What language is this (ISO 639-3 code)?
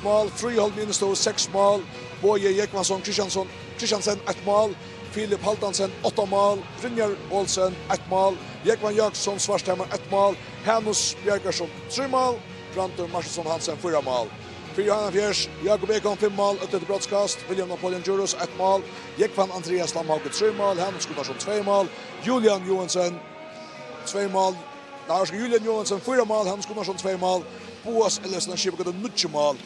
fao